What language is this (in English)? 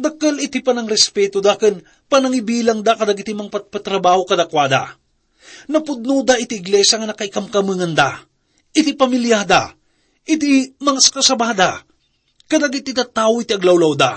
Iloko